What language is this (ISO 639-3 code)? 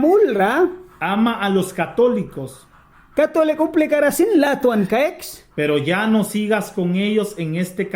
miq